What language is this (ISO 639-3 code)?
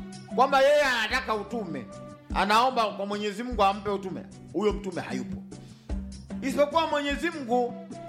swa